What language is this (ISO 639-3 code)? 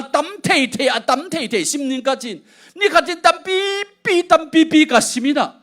ctd